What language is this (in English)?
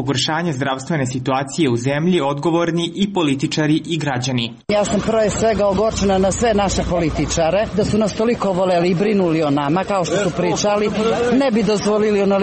Serbian